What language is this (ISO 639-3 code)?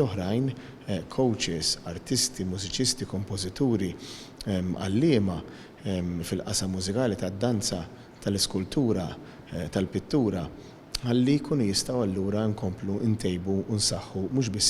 mlt